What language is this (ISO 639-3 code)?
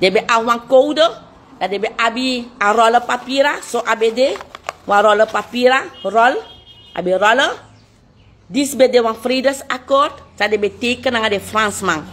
srn